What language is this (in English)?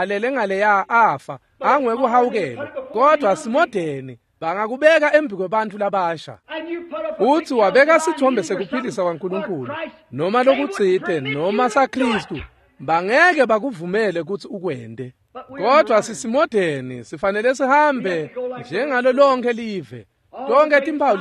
Swati